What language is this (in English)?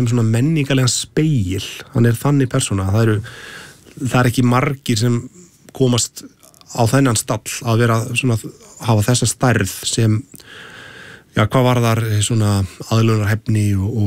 Icelandic